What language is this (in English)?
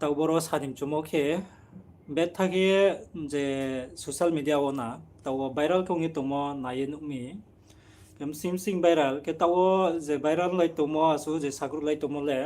Riang (India)